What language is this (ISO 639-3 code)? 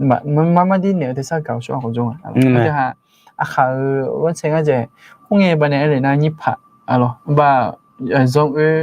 ahk